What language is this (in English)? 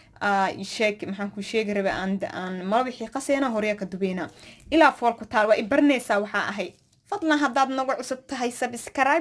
Somali